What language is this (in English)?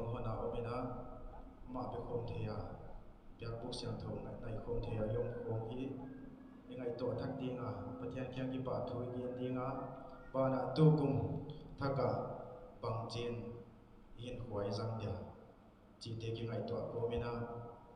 Paite Chin